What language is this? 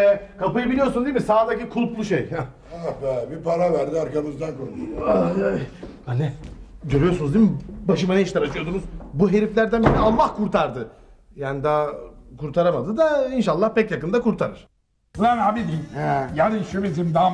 Turkish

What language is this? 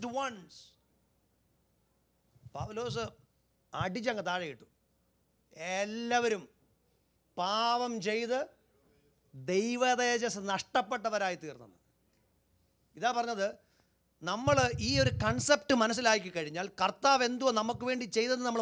Malayalam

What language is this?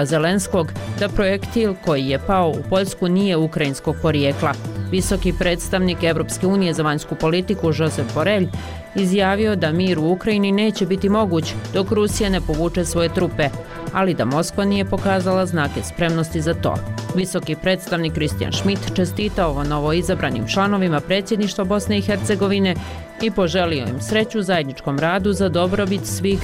Bosnian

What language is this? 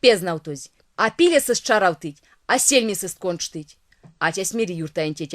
Erzya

